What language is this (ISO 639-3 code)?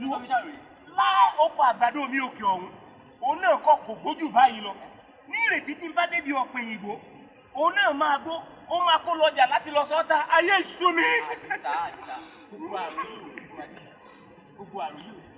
yor